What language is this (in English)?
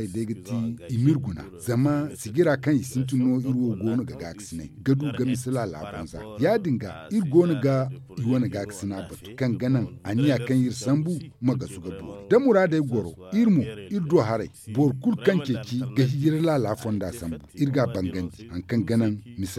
Zarma